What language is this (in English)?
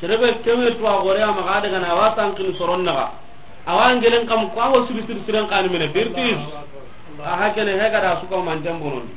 Soninke